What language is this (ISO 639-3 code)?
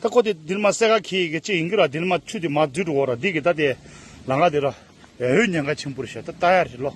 bod